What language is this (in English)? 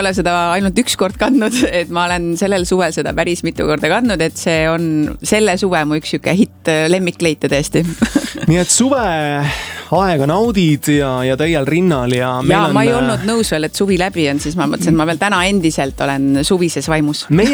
Estonian